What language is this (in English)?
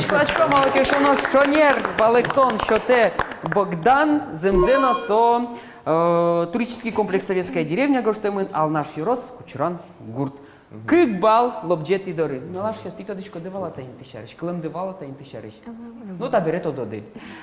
Udmurt